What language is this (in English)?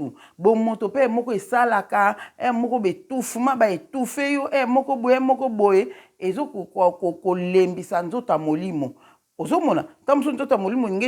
Lingala